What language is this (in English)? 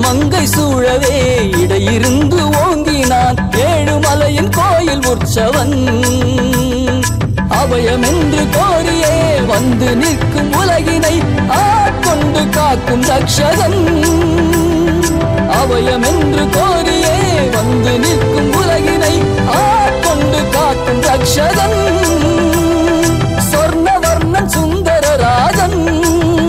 Tamil